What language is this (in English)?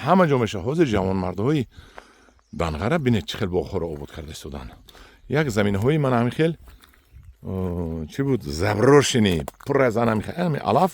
Tajik